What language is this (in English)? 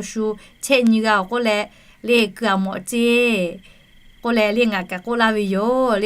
Lahu